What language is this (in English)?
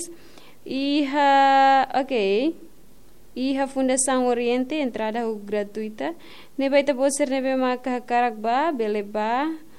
Tetum